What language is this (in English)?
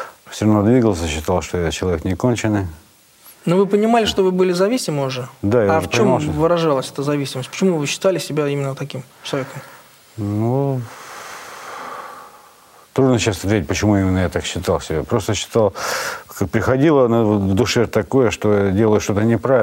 Russian